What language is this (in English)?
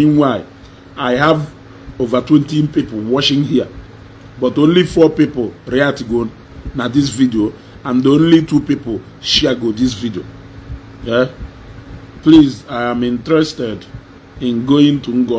Igbo